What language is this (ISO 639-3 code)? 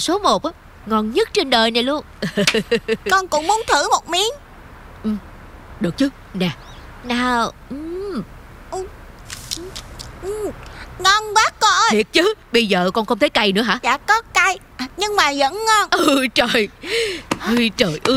vie